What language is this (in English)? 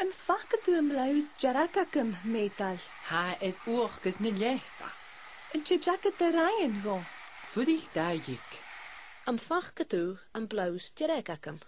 Scottish Gaelic